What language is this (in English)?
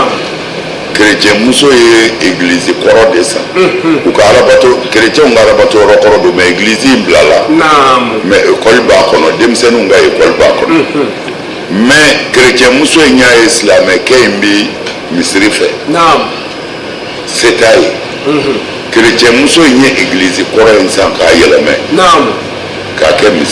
Bambara